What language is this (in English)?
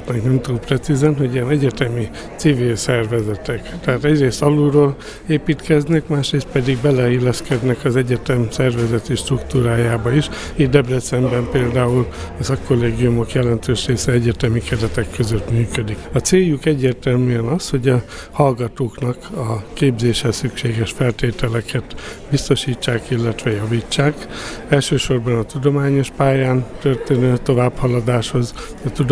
Hungarian